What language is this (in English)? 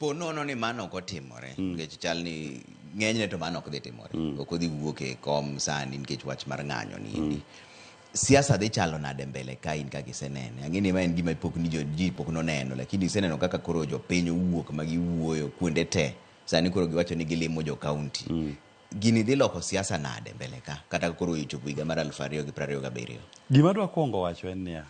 Luo (Kenya and Tanzania)